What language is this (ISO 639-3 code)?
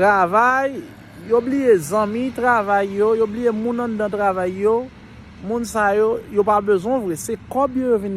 hat